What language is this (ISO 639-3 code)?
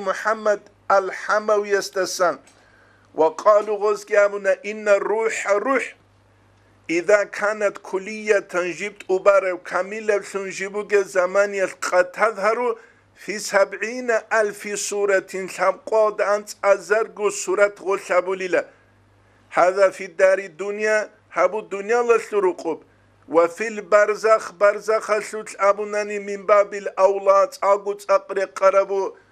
ava